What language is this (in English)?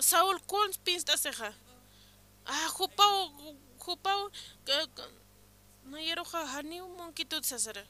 Aymara